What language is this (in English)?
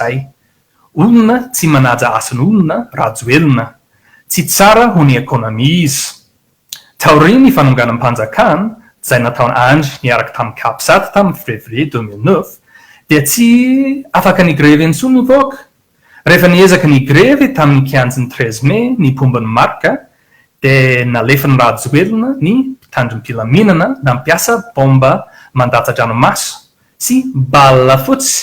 Malagasy